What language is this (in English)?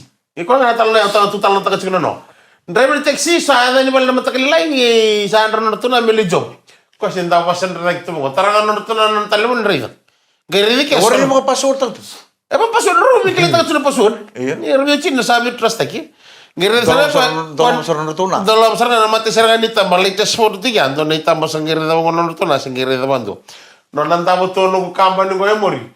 Fijian